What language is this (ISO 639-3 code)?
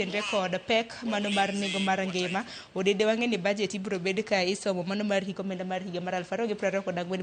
luo